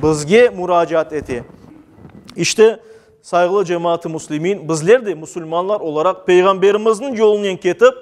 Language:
Crimean Tatar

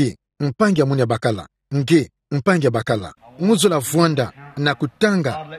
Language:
Kituba (Democratic Republic of Congo)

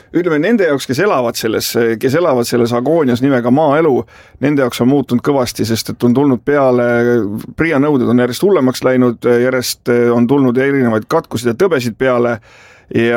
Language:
Estonian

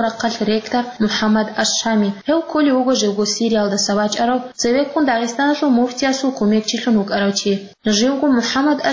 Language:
Avaric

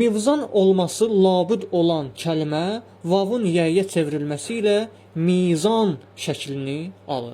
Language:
Azerbaijani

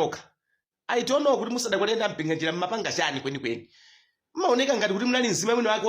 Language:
Nyanja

